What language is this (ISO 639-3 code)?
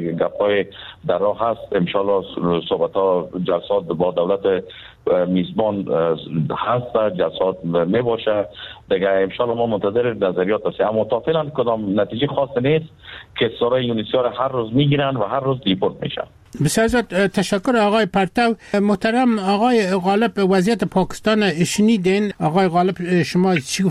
fas